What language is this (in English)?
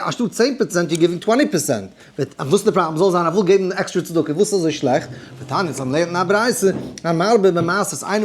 Yiddish